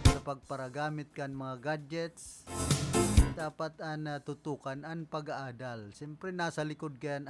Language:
Bikol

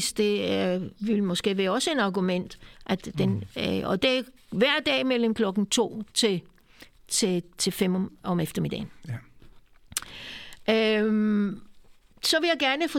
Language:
Danish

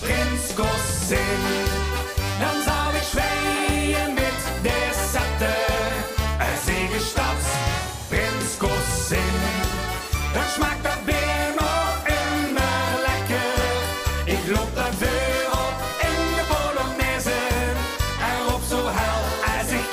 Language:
Limburgish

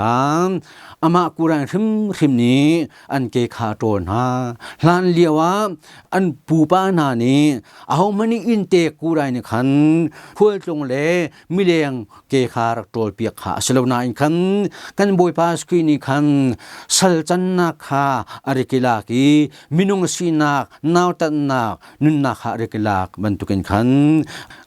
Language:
Hakha Chin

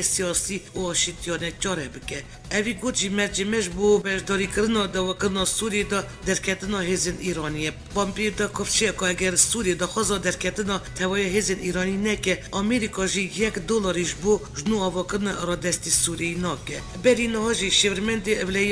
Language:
Kurdish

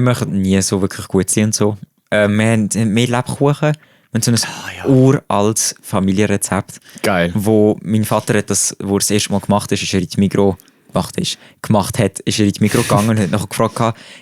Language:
Swiss German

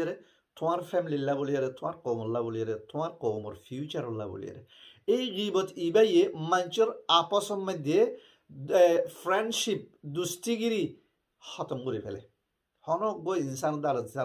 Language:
Rohingya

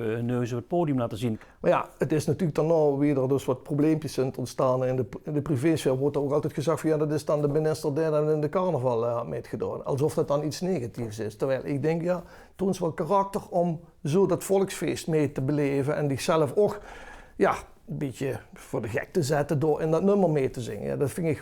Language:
Limburgish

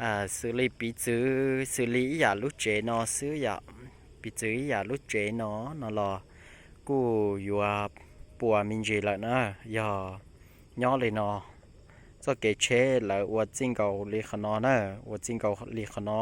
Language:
Hmong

